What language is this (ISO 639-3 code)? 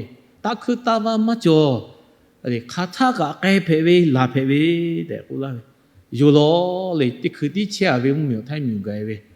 lhu